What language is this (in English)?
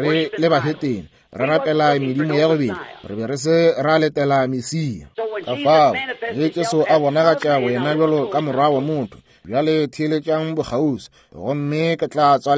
Northern Sotho